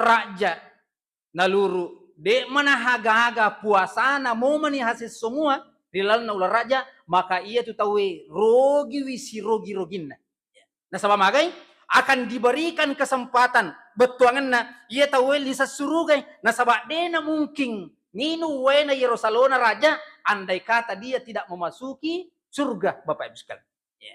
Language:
Buginese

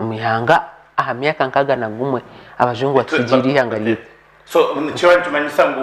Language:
Nyankole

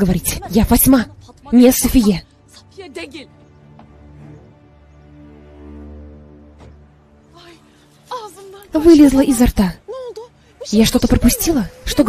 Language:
Russian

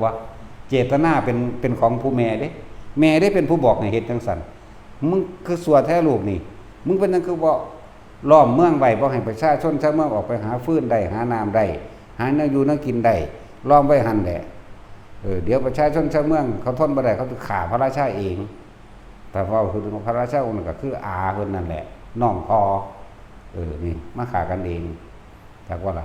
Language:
Northeastern Thai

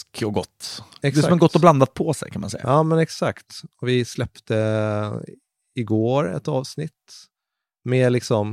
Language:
Swedish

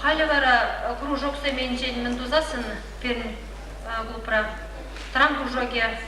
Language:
Chuvash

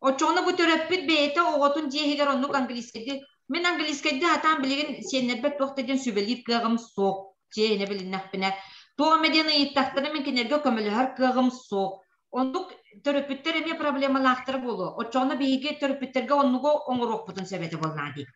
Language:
Yakut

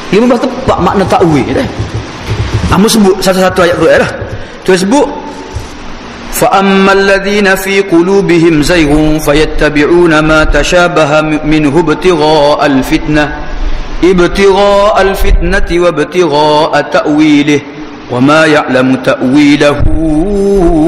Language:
Malay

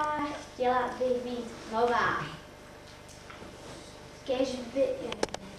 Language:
Czech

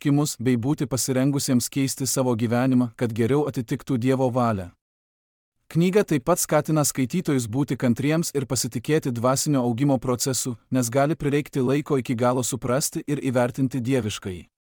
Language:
Lithuanian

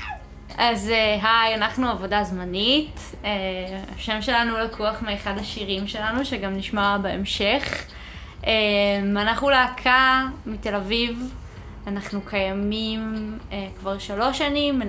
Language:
Hebrew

